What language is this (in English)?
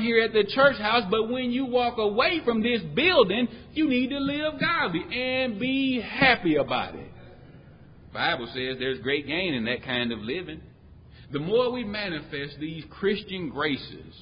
English